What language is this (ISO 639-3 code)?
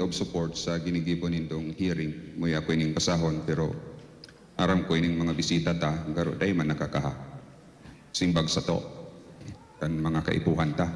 bik